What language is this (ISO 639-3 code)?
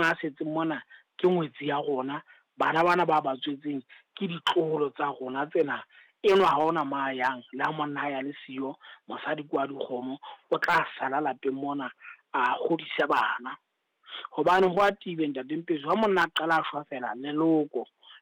sot